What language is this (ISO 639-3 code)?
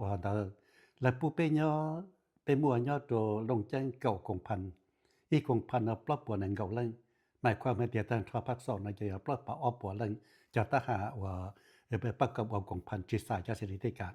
hmn